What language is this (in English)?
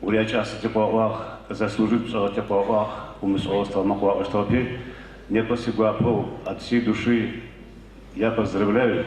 Adyghe